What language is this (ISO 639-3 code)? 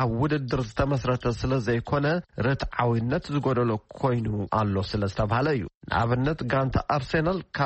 tir